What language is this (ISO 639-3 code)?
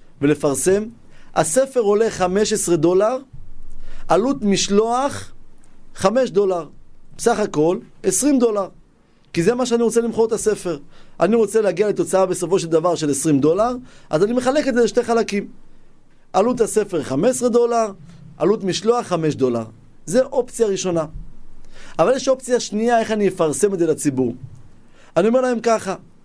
heb